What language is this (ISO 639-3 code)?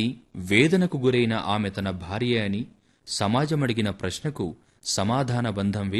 tel